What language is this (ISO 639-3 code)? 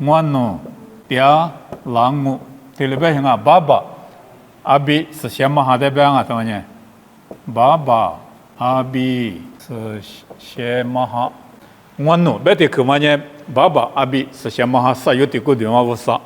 lis